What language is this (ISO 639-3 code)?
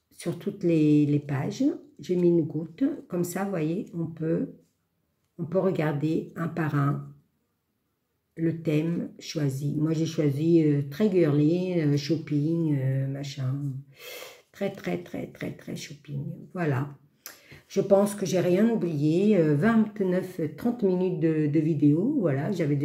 fra